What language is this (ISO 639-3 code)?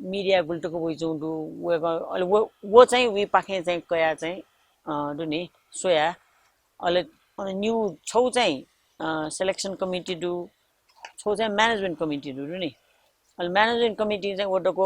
new